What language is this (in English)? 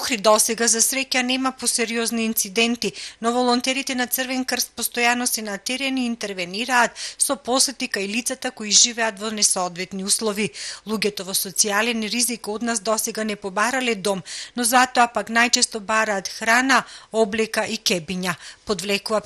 Macedonian